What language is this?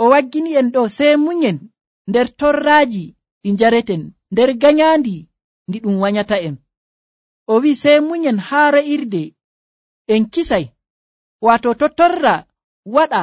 Nigerian Fulfulde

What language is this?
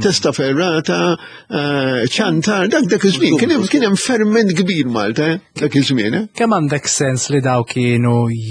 Maltese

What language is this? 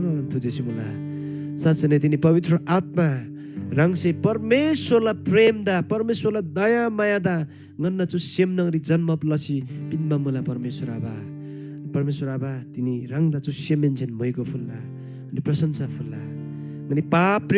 Eastern Tamang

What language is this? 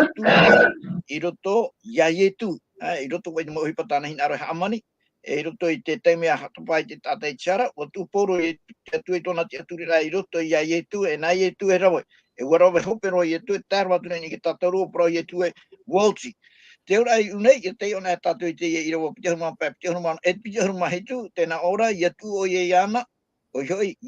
Tahitian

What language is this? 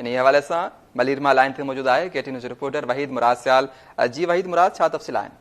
Sindhi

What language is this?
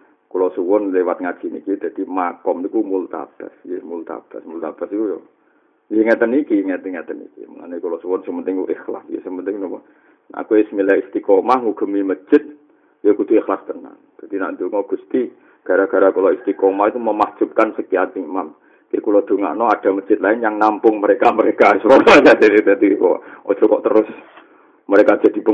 Javanese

